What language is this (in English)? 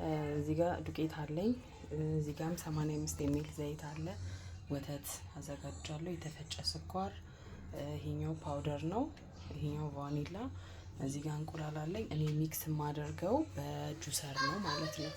Amharic